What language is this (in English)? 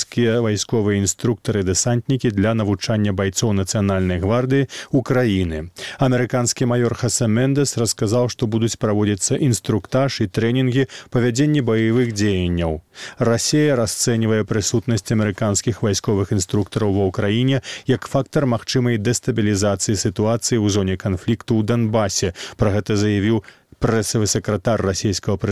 Belarusian